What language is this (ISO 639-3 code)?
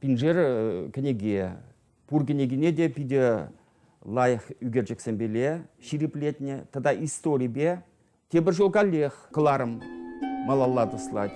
chv